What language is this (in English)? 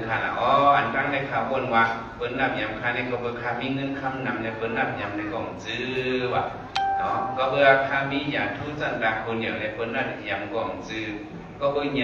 Shan